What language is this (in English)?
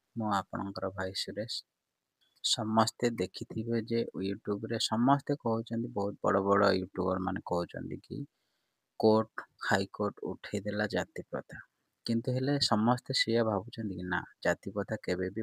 Odia